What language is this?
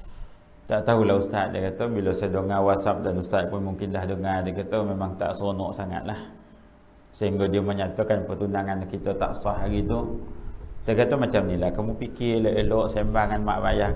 Malay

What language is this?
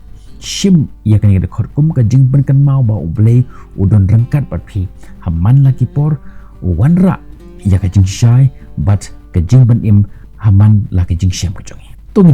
Khasi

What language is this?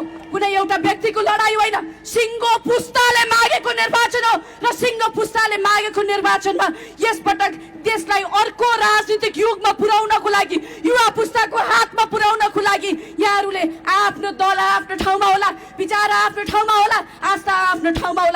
Nepali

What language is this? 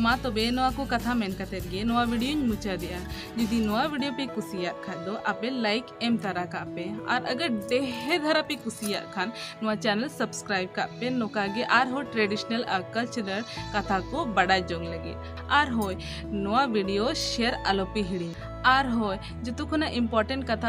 Santali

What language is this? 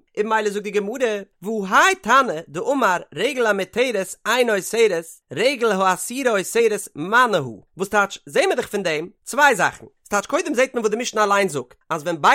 Yiddish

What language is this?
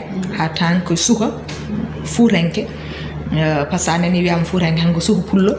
Fula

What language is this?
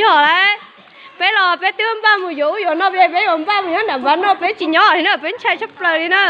Hmong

